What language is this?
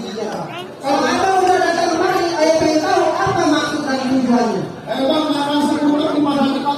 Betawi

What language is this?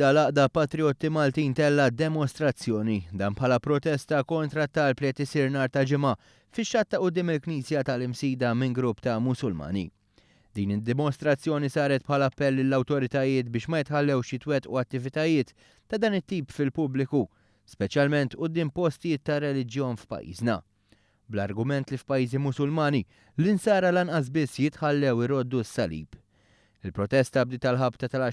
Maltese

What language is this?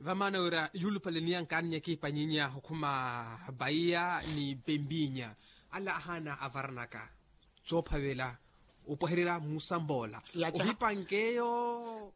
Makhuwa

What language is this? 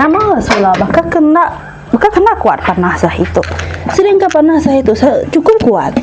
Iban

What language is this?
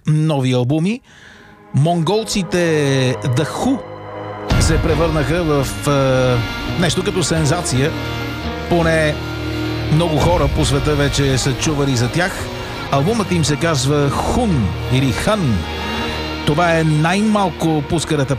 Bulgarian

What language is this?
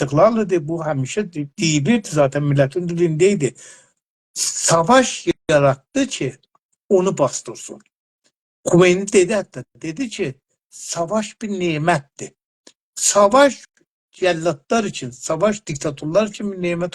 South Azerbaijani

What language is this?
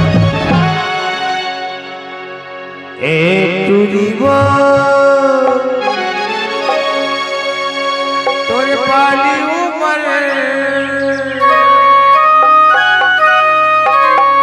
Chhattisgarhi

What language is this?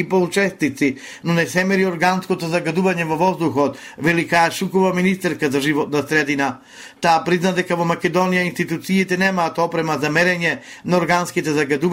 Macedonian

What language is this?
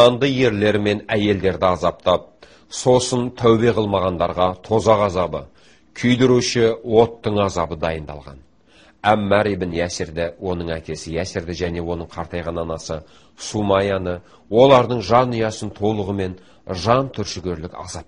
Kazakh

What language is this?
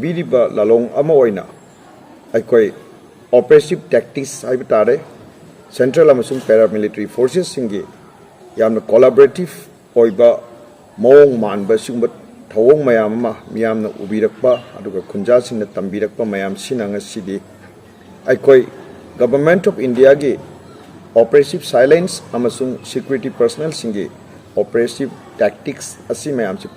Manipuri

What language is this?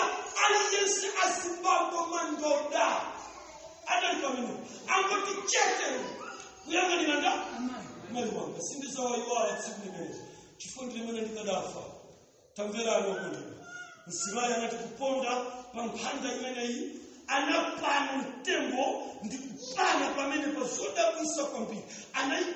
Nyanja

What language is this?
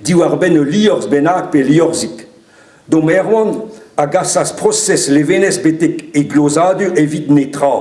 Breton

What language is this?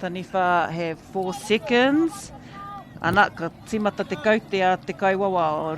Māori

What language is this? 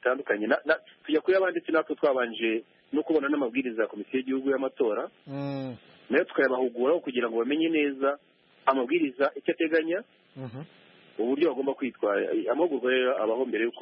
Kinyarwanda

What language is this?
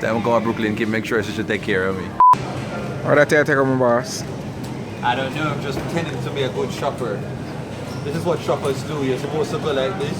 Jamaican Creole English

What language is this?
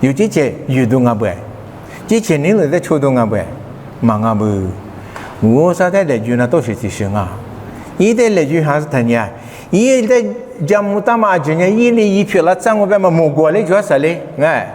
Lisu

